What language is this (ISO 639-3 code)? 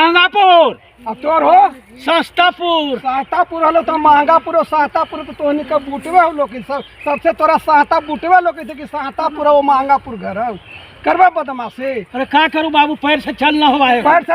mag